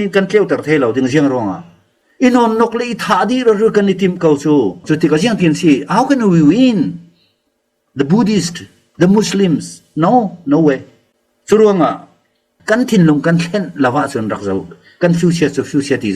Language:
Falam Chin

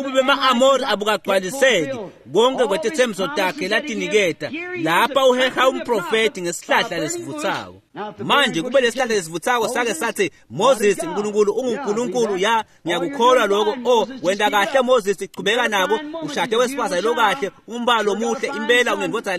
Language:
Swati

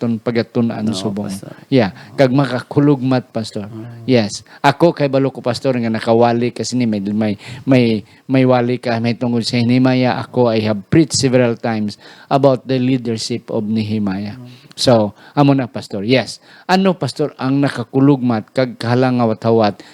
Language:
Hiligaynon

